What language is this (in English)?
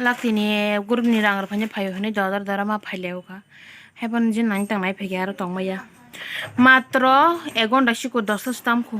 Kok Borok